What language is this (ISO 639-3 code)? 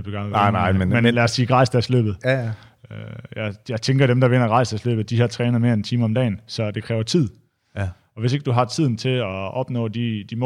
dan